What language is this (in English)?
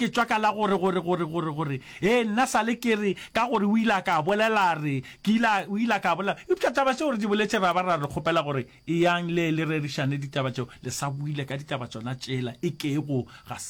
Northern Sotho